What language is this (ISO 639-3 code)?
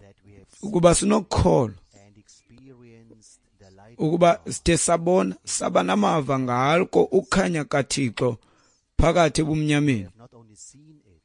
xho